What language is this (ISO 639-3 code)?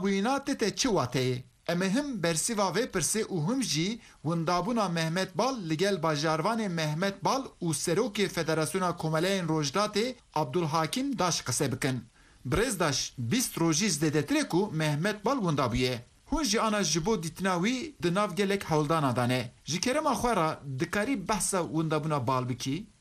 kur